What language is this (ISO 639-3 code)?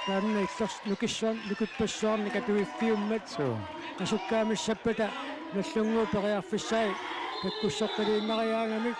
kal